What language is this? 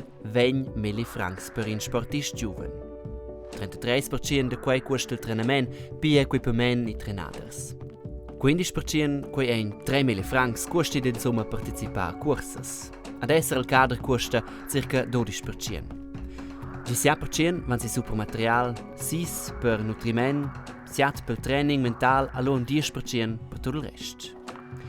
Romansh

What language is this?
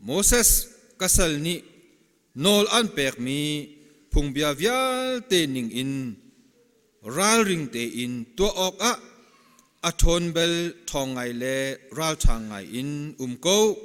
Hakha Chin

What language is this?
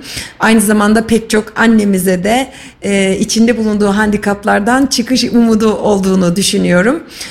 Turkish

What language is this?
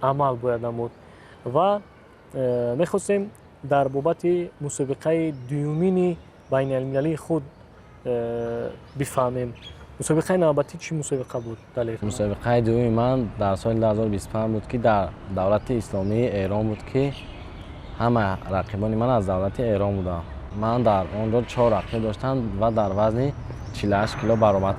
Tajik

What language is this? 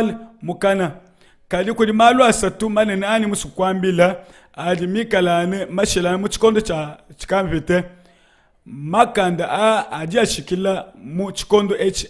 Luba-Lulua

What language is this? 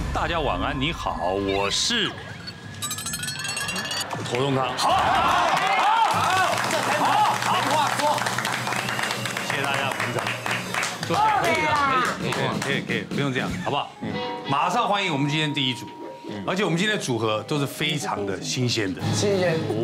Chinese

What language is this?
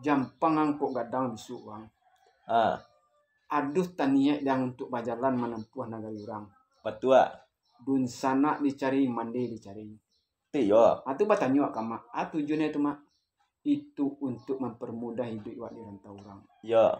Minangkabau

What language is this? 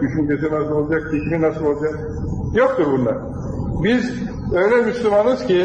Turkish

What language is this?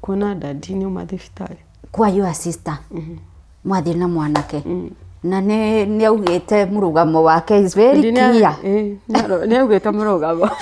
Kikuyu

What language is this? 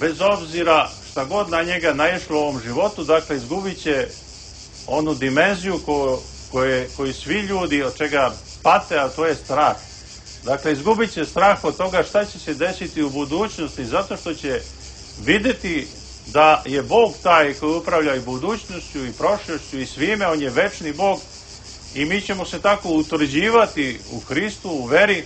Serbian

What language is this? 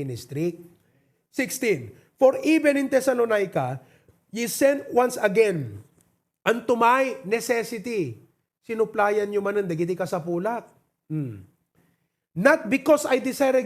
Iloko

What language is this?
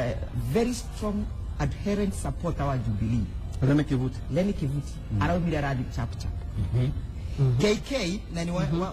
Kikuyu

